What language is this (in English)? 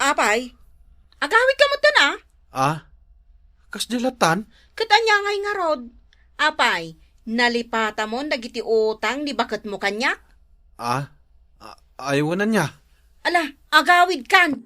Iloko